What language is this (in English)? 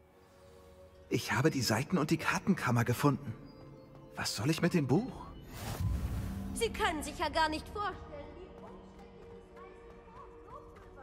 German